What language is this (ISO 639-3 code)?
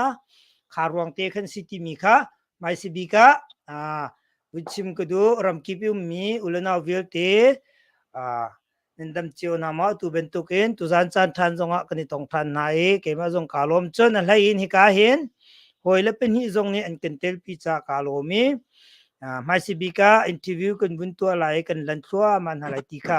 cnh